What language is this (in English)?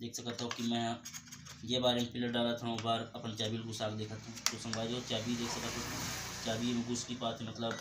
Chhattisgarhi